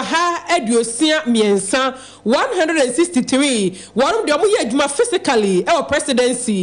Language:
Akan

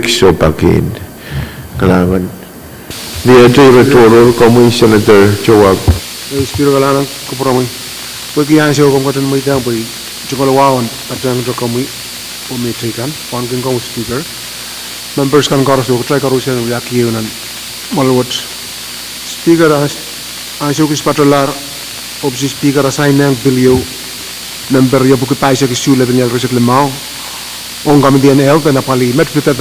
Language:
Pohnpeian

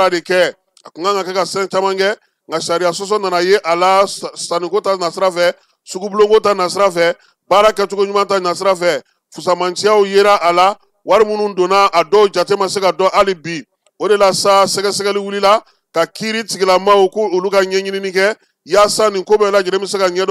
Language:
Bambara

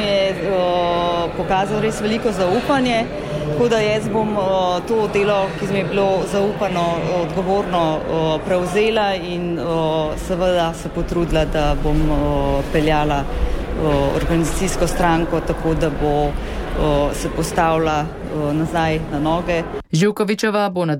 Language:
Slovenian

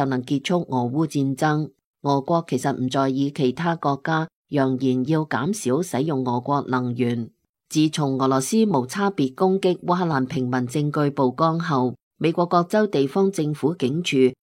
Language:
Cantonese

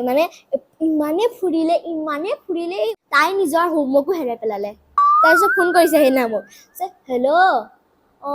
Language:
Assamese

